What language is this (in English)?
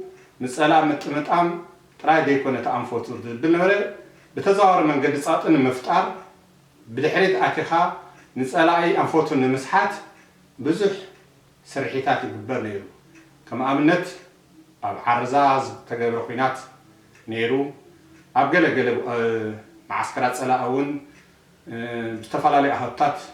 Tigrinya